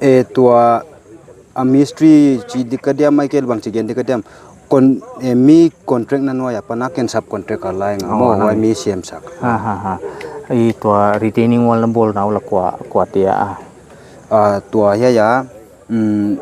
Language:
Paite Chin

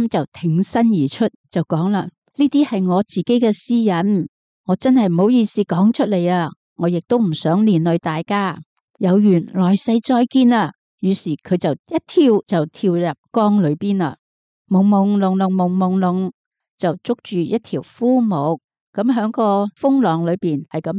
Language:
Cantonese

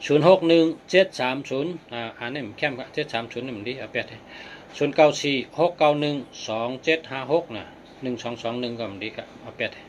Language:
Shan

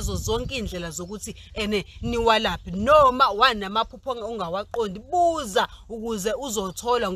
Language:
Zulu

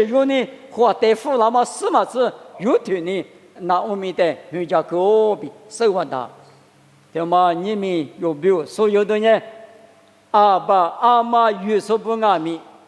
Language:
Lisu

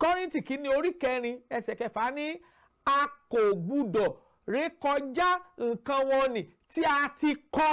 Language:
Yoruba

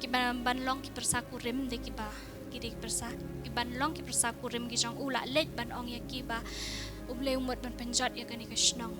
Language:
Khasi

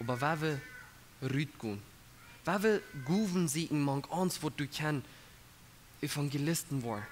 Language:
Plautdietsch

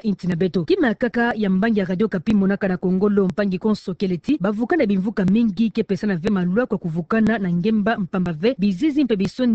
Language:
Kituba (Democratic Republic of Congo)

